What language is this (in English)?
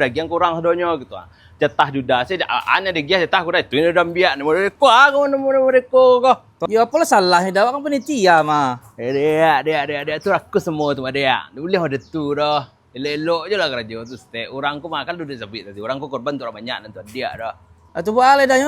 Minangkabau